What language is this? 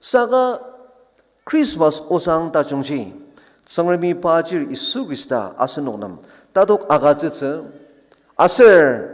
Ao Naga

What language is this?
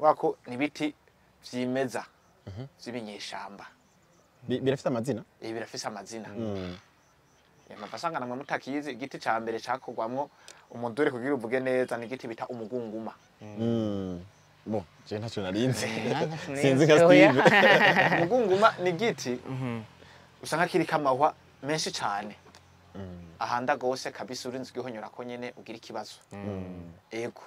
Rundi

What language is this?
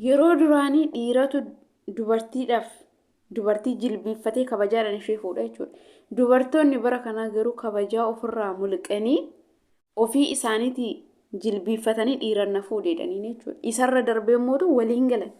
Oromo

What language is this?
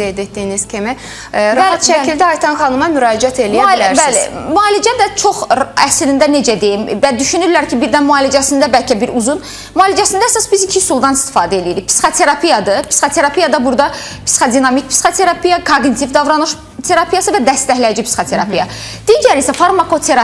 Azerbaijani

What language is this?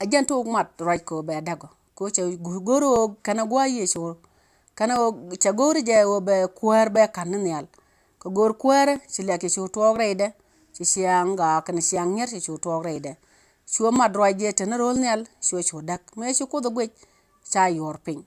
Nuer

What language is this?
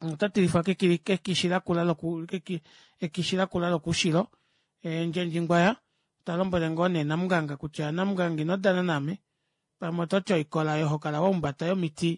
Kuanyama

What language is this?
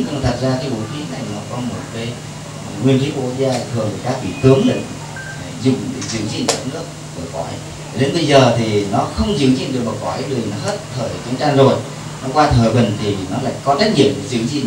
Vietnamese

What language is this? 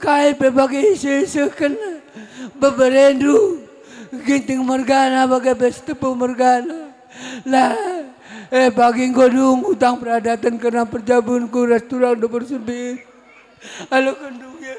Batak Karo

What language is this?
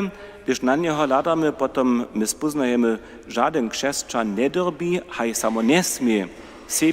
Upper Sorbian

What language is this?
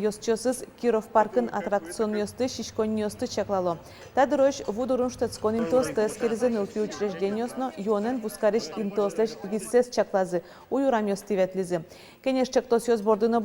Udmurt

